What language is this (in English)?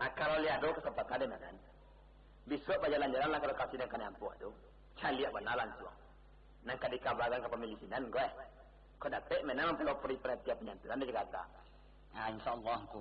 Minangkabau